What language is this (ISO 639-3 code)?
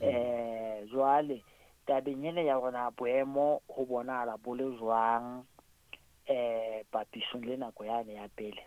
sot